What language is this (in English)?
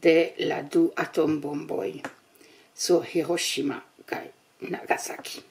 Esperanto